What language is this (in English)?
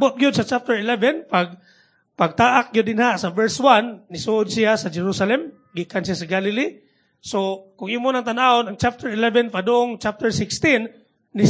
Cebuano